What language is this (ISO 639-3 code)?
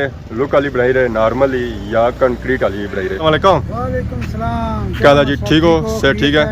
phr